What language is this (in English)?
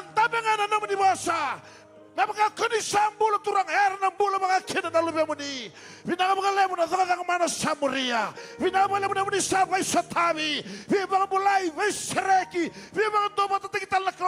Fijian